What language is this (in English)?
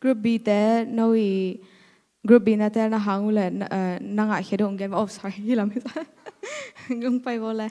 Tedim Chin